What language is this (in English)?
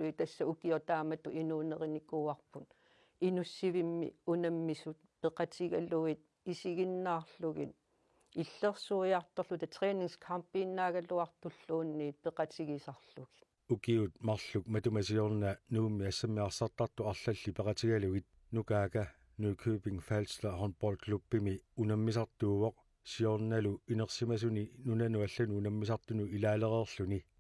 Kalaallisut